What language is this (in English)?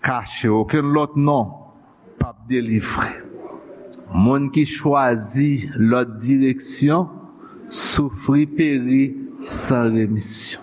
Haitian Creole